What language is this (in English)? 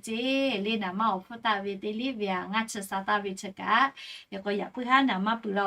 Lahu